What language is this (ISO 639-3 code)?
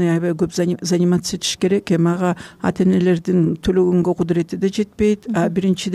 kir